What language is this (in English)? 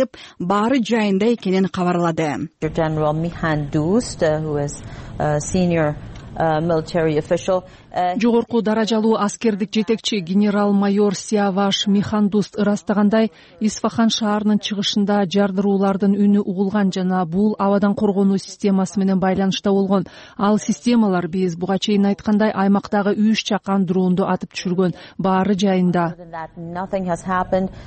Kyrgyz